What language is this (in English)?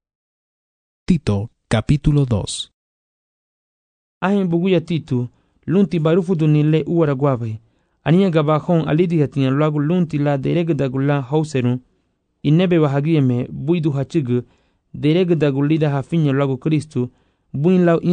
Garifuna